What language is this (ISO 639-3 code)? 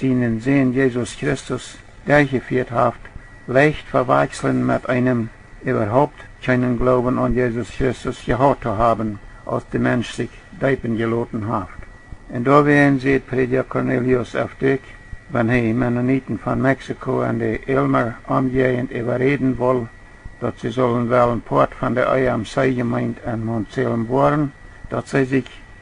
pdt